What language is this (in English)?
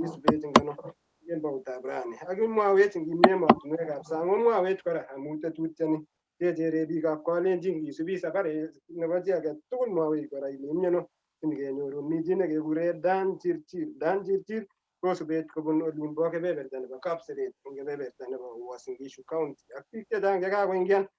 Kalenjin